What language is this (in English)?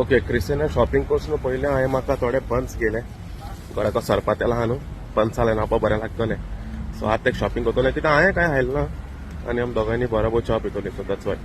Konkani